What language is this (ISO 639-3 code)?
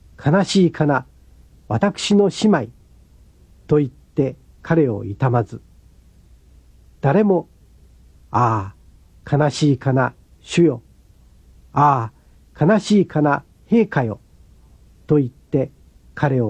jpn